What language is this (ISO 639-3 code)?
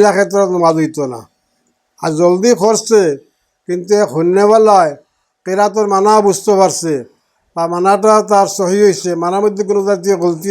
syl